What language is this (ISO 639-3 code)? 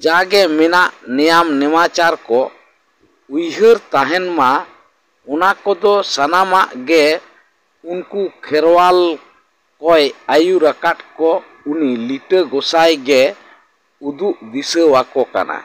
sat